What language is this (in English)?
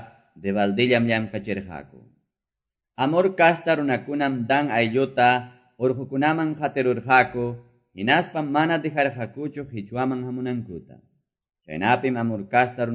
Quechua